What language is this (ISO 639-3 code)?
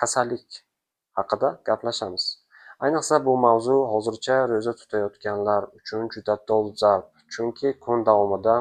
uzb